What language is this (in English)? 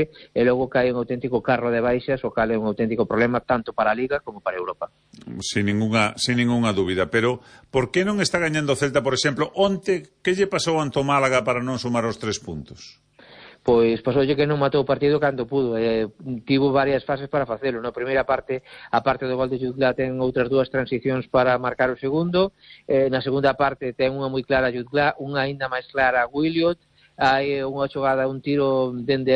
Galician